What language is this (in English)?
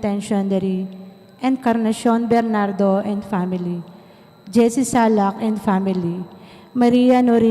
Pampanga